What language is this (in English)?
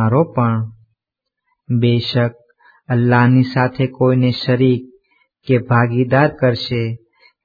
Gujarati